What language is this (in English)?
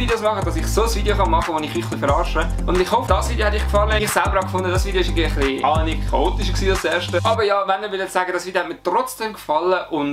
Swiss German